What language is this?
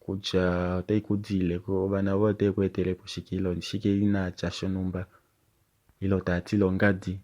Kuanyama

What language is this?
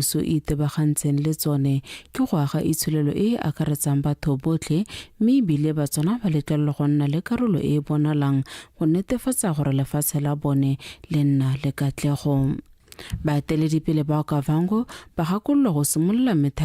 Tswana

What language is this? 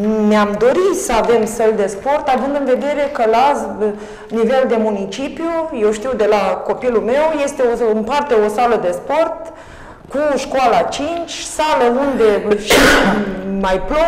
Romanian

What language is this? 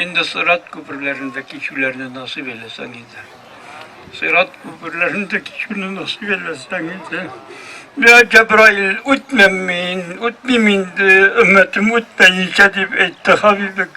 Bashkir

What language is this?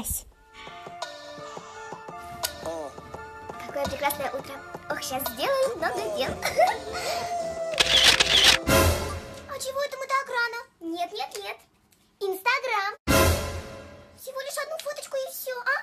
Russian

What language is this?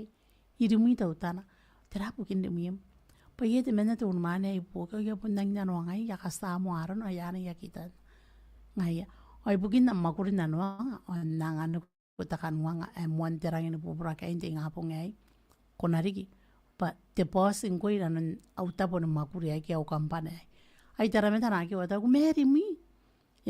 Gilbertese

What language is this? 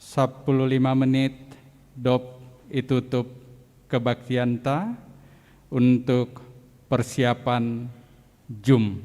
Batak Simalungun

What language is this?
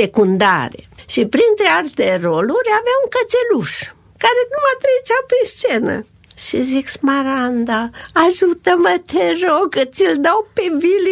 Romanian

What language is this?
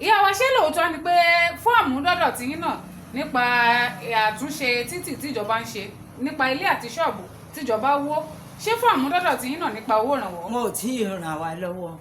Yoruba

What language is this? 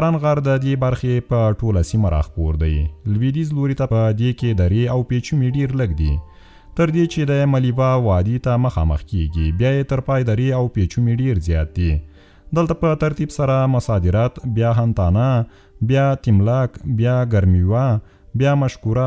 Pashto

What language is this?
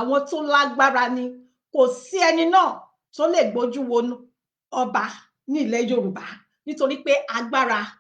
Yoruba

